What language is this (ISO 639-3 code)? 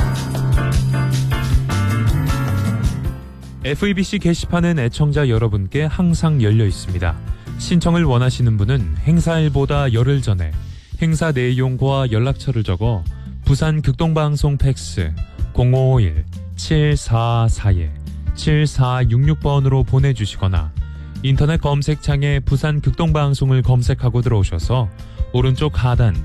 kor